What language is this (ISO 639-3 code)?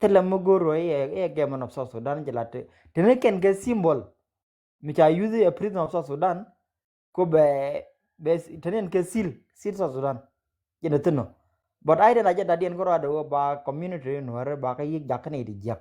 nus